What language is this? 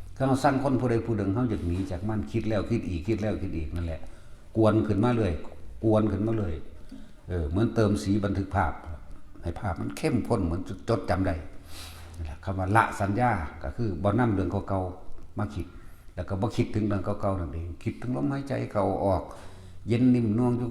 Northeastern Thai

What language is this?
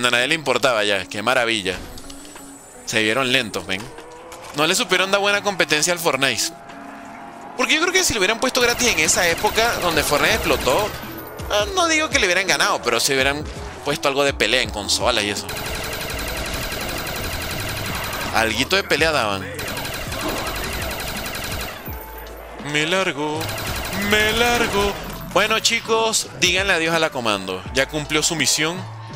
Spanish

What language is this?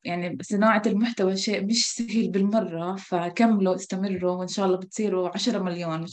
North Levantine Arabic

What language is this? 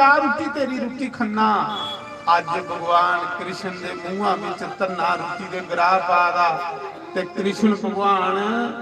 Dogri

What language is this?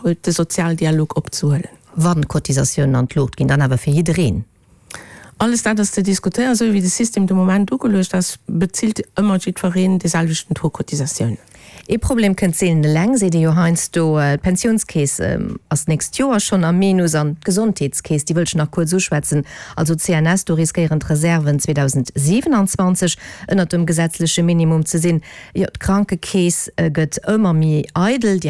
Luxembourgish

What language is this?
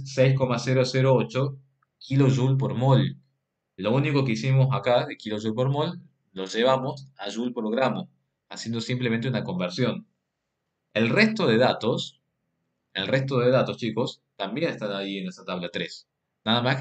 Spanish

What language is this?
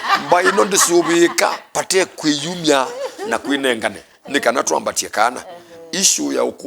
Kamba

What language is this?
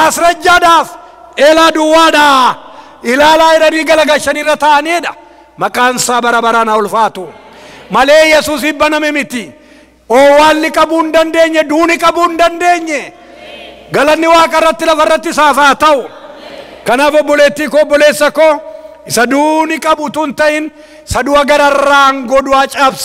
Oromo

